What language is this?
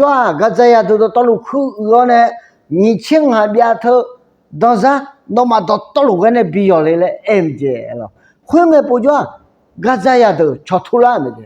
Akha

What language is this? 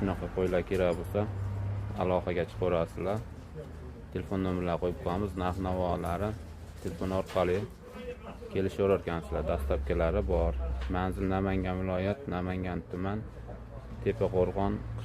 Uzbek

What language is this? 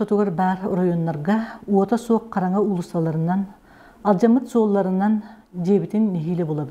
Yakut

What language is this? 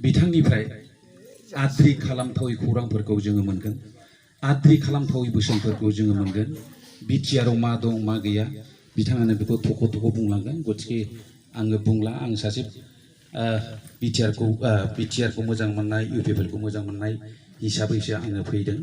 Bodo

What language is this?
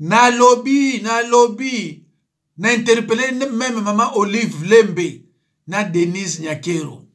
Lingala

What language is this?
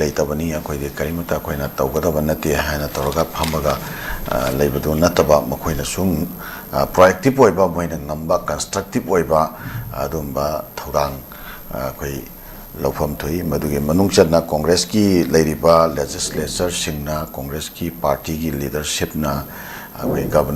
Manipuri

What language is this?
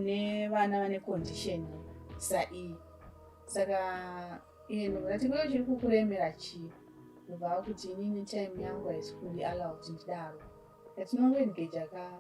Shona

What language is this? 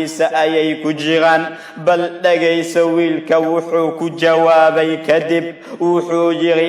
Somali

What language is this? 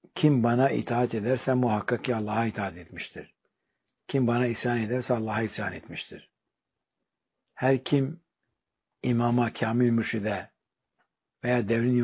Turkish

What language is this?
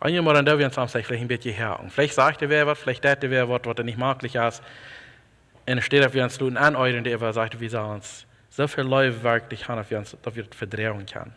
Plautdietsch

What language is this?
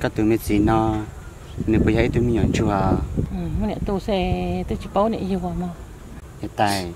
Hmong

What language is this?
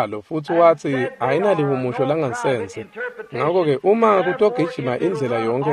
Swati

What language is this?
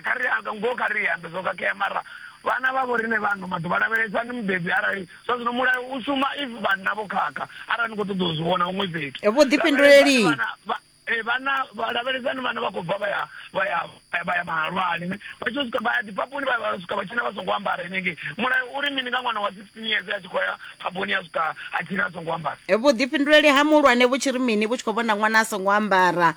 Venda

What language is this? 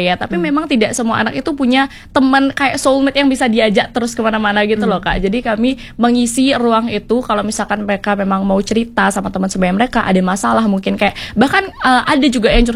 Indonesian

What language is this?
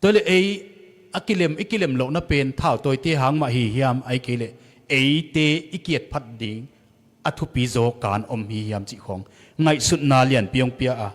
Tedim Chin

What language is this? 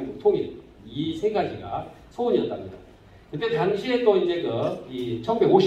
Korean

